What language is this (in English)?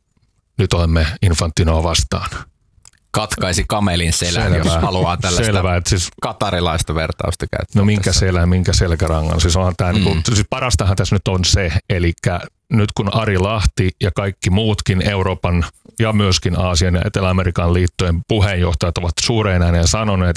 Finnish